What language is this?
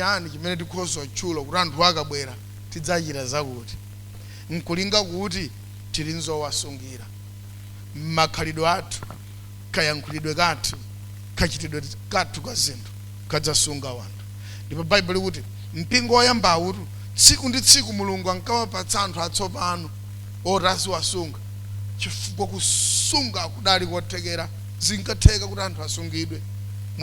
Nyanja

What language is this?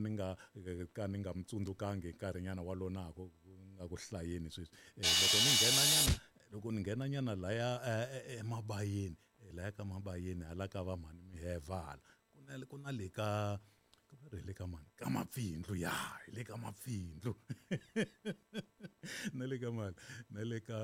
Tsonga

